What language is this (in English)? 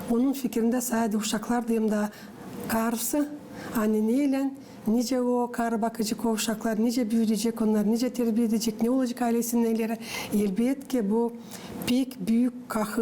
Gagauz